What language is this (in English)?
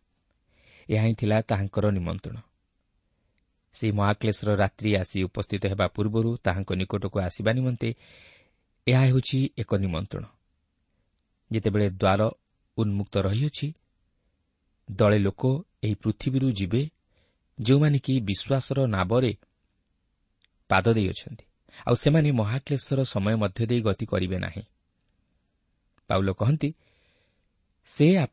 Odia